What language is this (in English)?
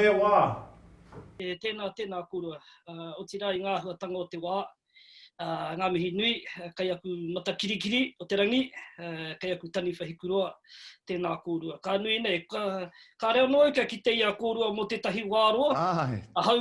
Māori